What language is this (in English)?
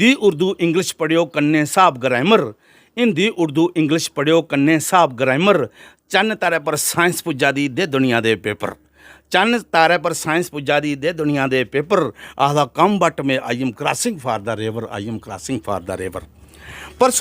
Dogri